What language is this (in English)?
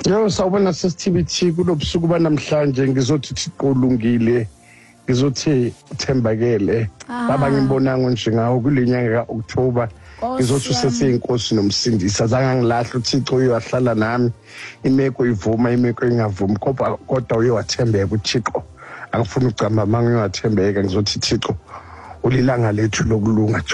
Xhosa